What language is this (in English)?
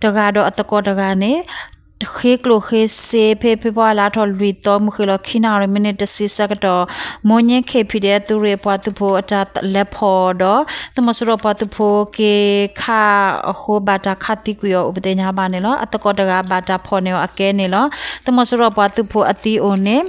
S'gaw Karen